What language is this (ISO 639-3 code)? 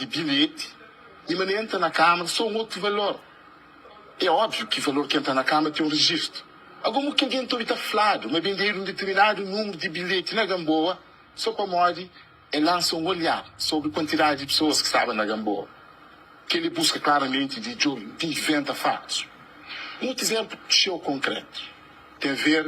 kea